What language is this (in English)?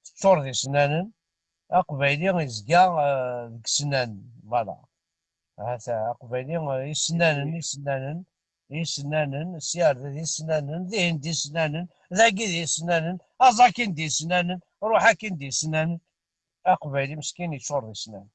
Kabyle